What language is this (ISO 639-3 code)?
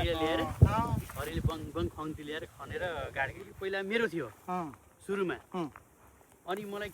nep